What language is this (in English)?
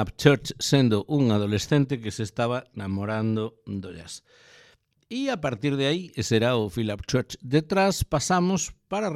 Galician